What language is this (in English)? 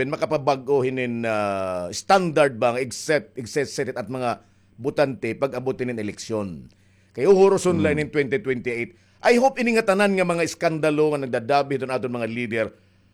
Waray